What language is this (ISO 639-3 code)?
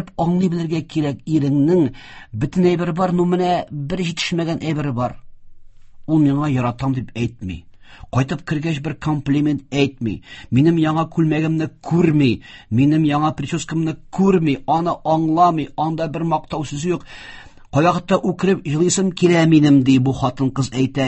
tat